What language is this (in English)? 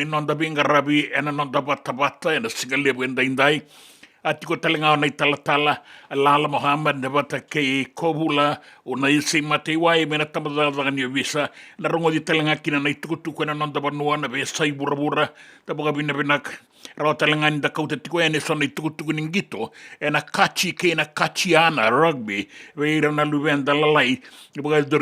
Fijian